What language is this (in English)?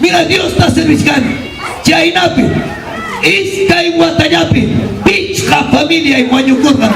Ayacucho Quechua